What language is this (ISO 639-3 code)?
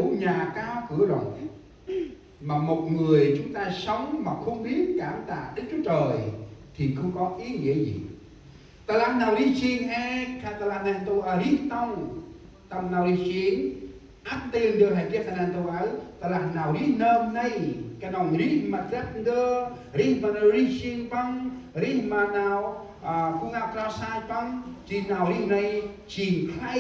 cmo